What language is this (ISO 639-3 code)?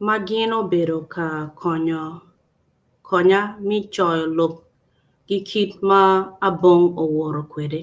ach